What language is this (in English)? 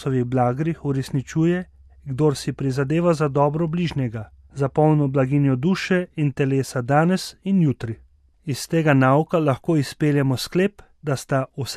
Slovenian